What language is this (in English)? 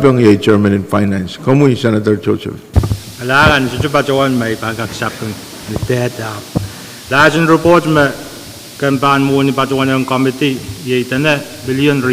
Pohnpeian